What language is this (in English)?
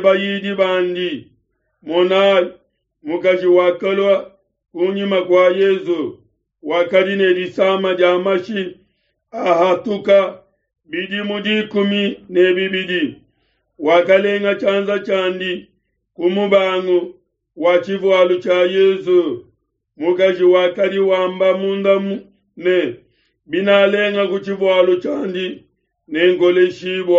Luba-Lulua